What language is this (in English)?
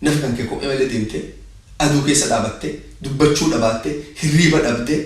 Oromo